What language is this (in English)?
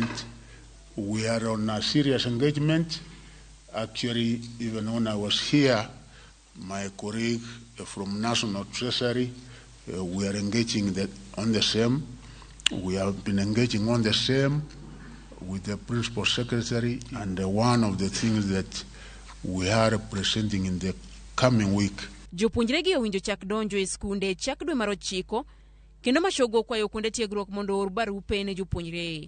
Luo (Kenya and Tanzania)